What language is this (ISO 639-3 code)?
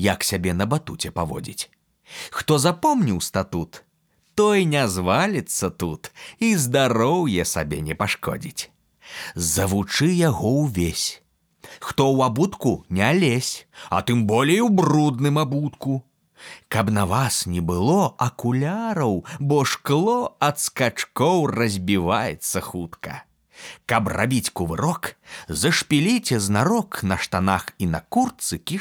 bel